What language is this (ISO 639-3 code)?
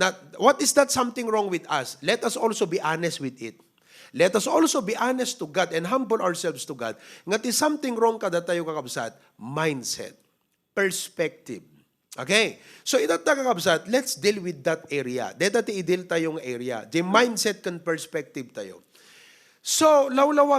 ilo